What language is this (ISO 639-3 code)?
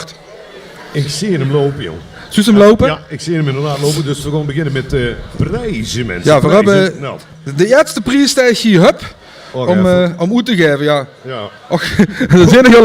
lim